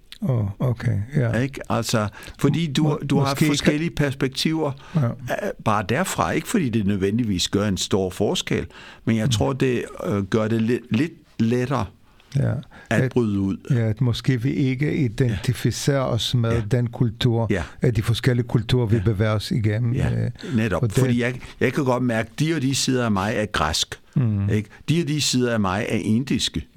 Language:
Danish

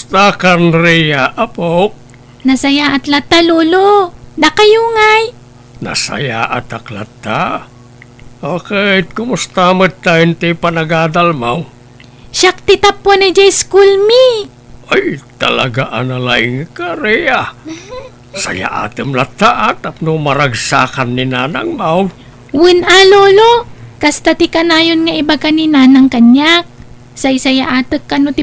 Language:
Iloko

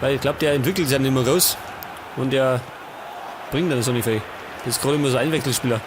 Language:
Bavarian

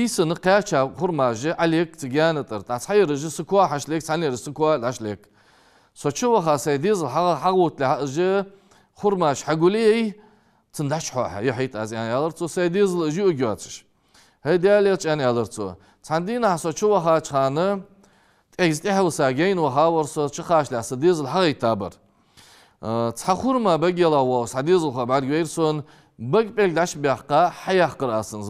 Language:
Ingush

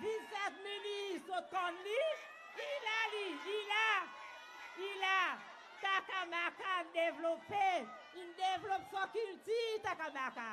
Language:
Seselwa Creole French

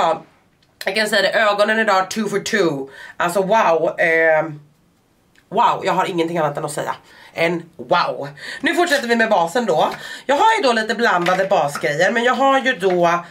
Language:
Swedish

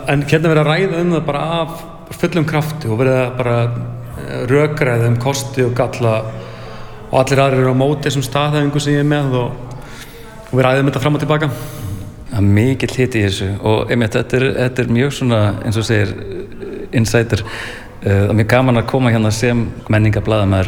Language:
Icelandic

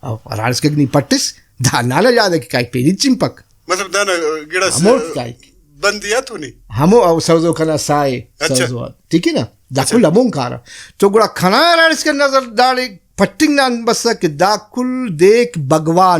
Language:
Brahui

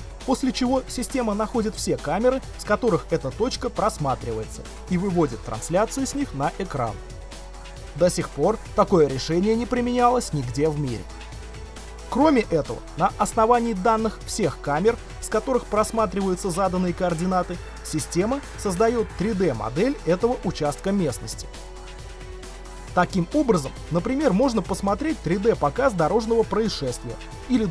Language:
Russian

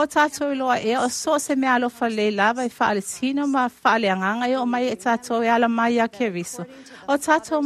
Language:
Samoan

